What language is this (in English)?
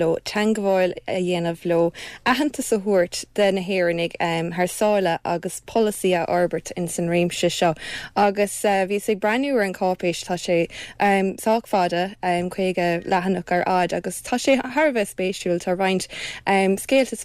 Irish